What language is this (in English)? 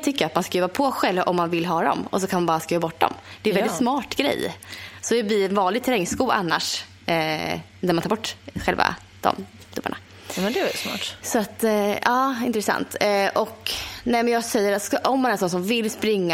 Swedish